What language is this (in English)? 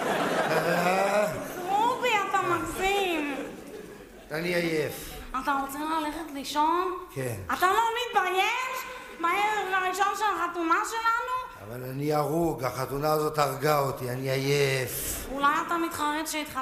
Hebrew